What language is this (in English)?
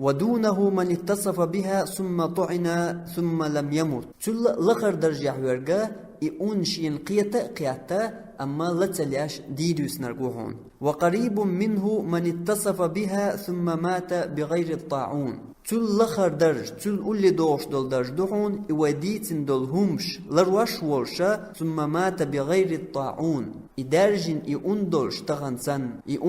Chechen